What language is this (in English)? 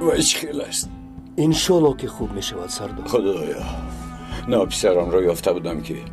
Tajik